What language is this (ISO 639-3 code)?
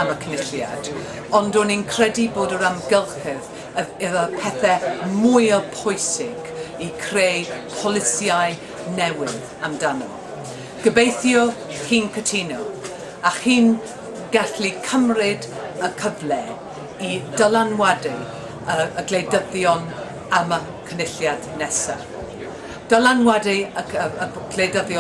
cym